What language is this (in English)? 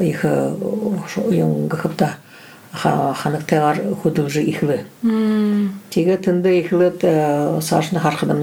Buriat